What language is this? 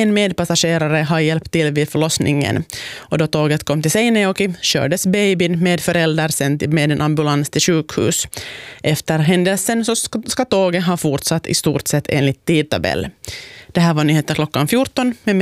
Swedish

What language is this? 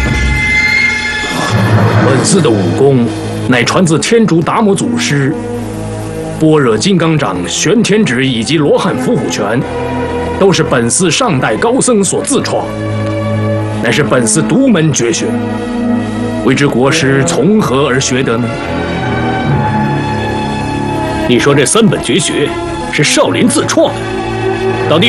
Chinese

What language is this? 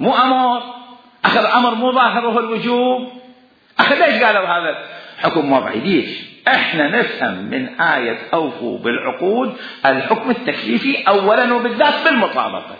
Mesopotamian Arabic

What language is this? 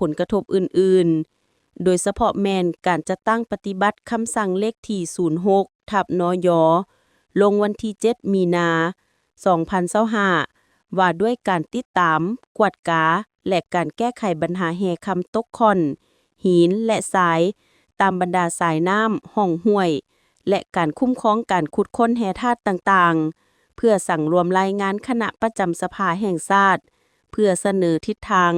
Lao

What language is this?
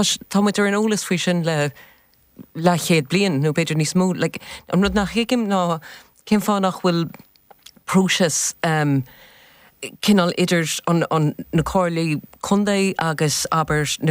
Irish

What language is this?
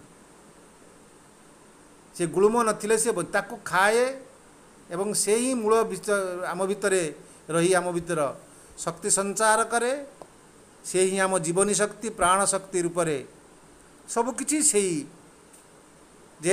Odia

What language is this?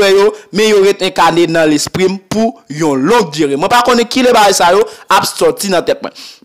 Haitian Creole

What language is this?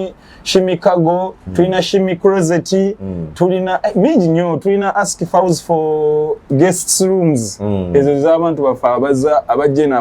Ganda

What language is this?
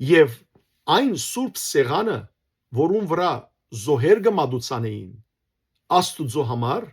Western Armenian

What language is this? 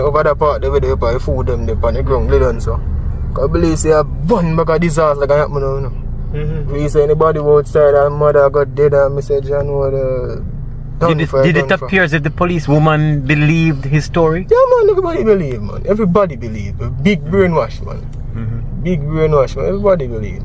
Jamaican Creole English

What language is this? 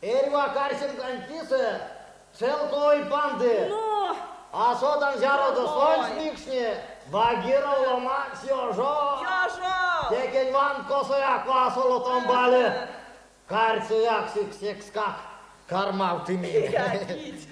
Erzya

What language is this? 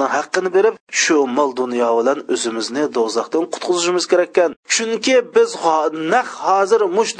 Uyghur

